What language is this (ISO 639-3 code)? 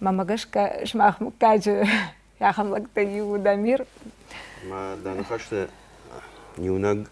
oss